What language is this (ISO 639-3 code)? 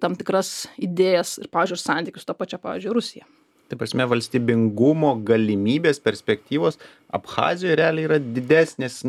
lit